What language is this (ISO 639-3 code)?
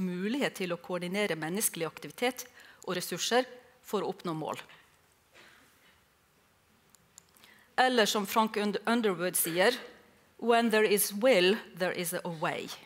nor